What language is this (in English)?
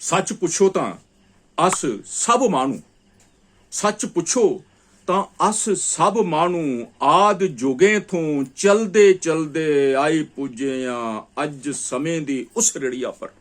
Dogri